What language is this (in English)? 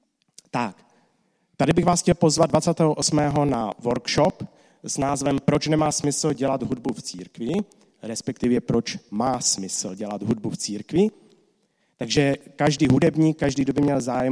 Czech